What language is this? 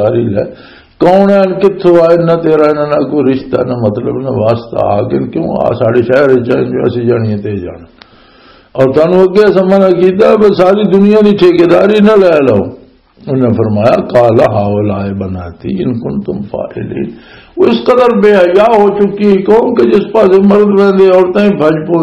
Western Panjabi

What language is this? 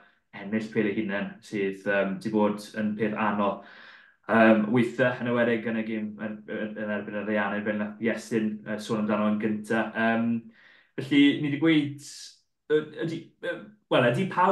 Welsh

